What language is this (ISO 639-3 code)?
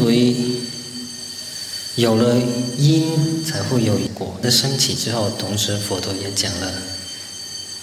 zho